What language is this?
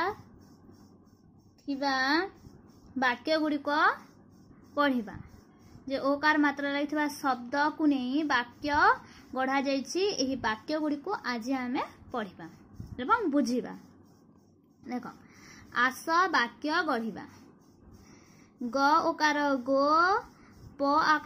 Odia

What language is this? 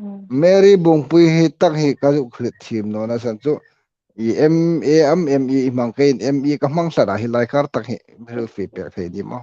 Hmar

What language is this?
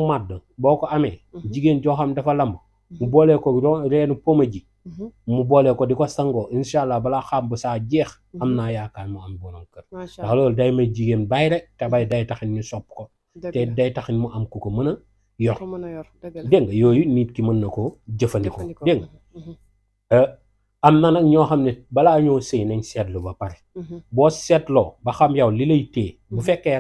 Wolof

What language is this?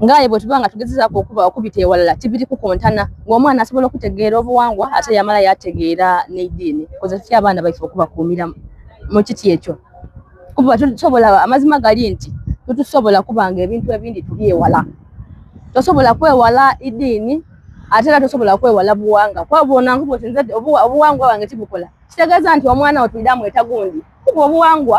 Soga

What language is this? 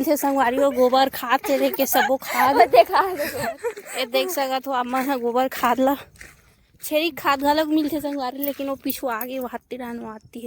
Chhattisgarhi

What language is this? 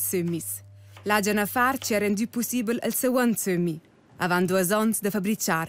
Romansh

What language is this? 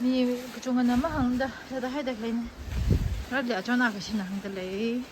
Tangkhul Naga (India)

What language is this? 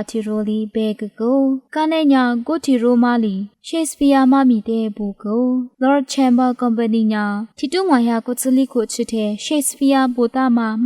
Lisu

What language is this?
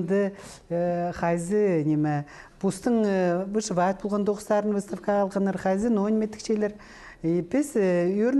Khakas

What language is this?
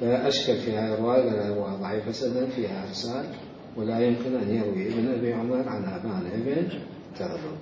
Mesopotamian Arabic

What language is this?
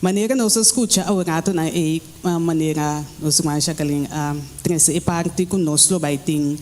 Papiamento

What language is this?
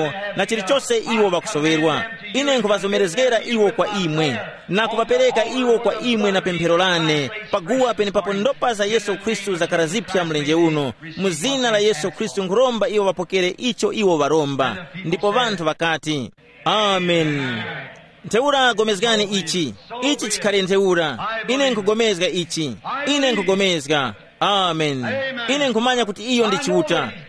Tumbuka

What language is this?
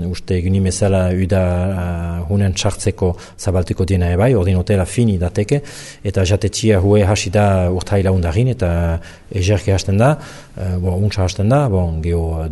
Basque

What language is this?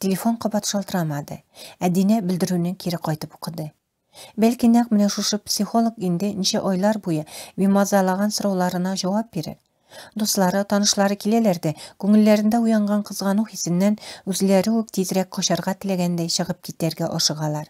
Tatar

